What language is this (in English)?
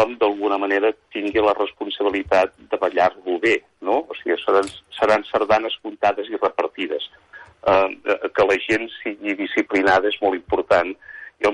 Catalan